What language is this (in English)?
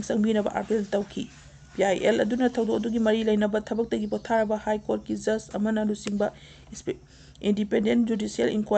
Manipuri